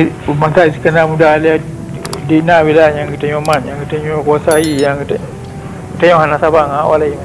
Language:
Achinese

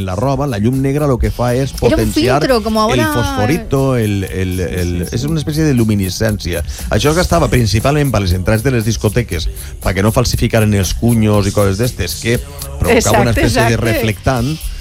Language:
Catalan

